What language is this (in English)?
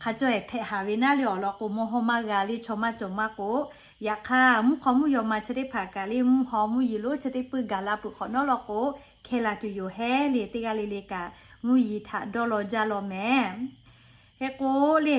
Lahu